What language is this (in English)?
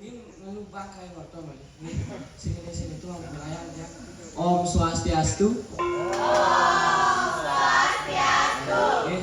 Balinese